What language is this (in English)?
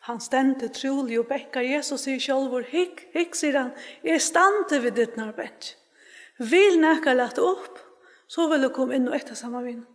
Faroese